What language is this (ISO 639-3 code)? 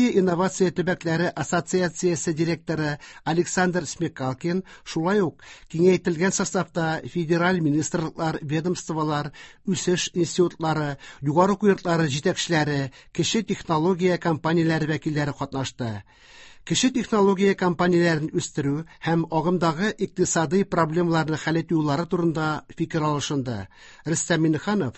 tat